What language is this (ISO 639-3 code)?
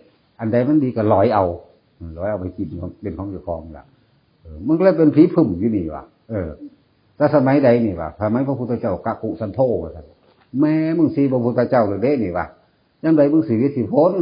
tts